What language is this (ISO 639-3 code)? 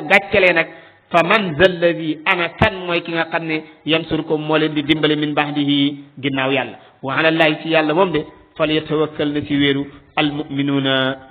wol